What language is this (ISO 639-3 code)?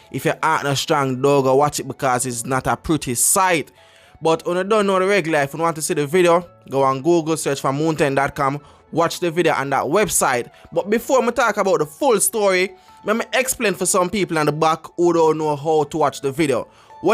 jam